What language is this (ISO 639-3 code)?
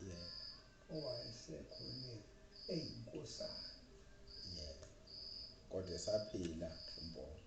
zul